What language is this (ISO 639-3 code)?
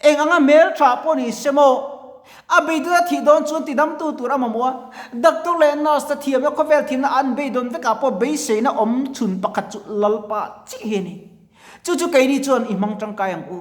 lus